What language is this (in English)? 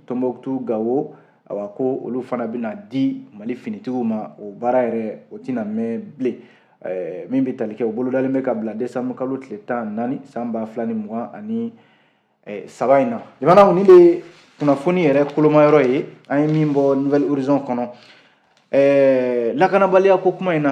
Bambara